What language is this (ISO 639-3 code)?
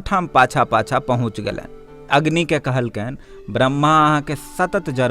mai